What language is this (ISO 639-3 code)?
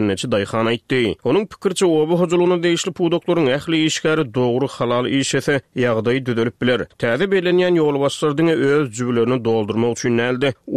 tuk